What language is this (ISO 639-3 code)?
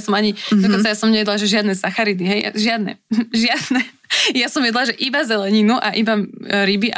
slk